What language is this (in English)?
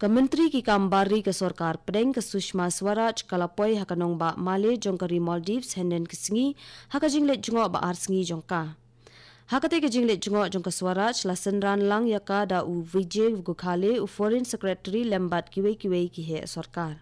Khasi